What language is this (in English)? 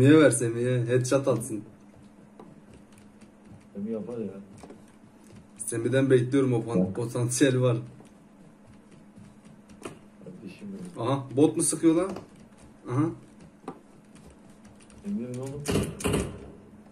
Turkish